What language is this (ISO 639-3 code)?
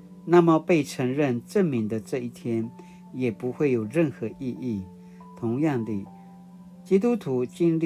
pwn